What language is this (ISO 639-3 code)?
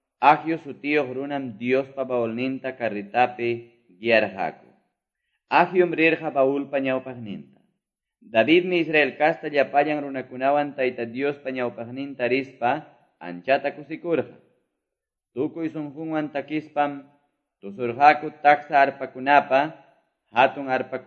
que